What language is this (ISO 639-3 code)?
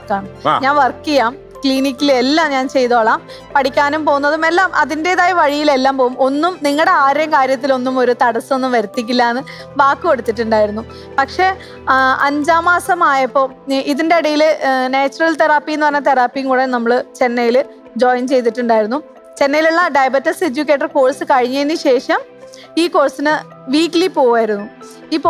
mal